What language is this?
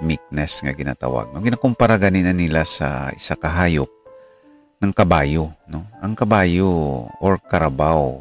Hiligaynon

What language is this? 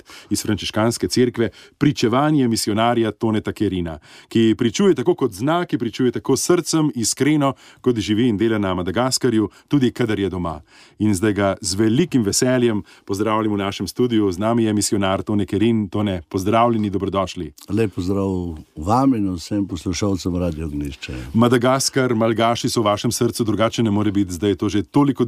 Slovenian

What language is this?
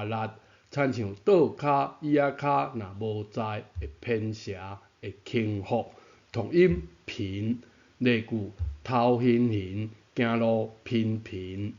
Min Nan Chinese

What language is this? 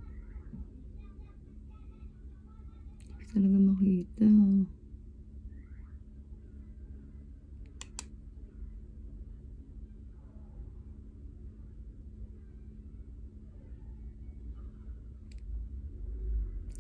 Filipino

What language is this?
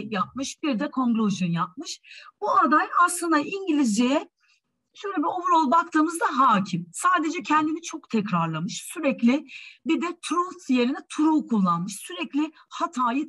Turkish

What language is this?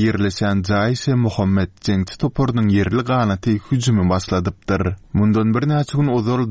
Turkmen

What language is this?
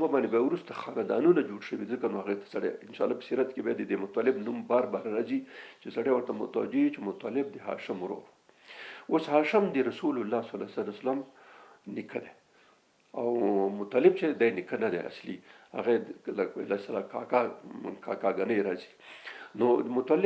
Pashto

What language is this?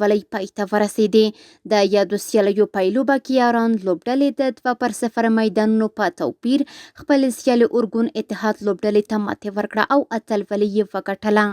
Pashto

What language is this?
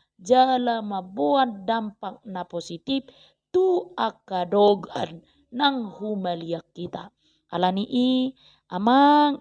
Batak Toba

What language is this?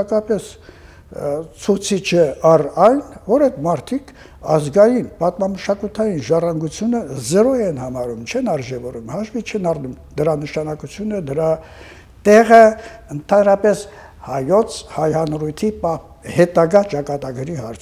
Armenian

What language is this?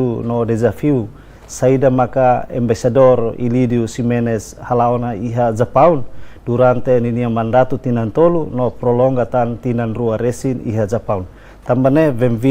Tetum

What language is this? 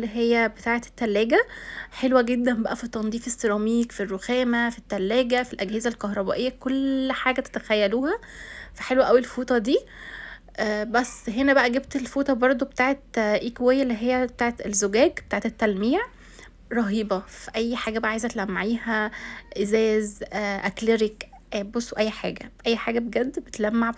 Egyptian Arabic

